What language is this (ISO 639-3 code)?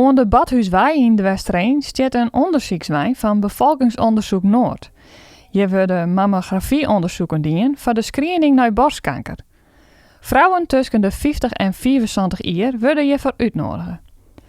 fry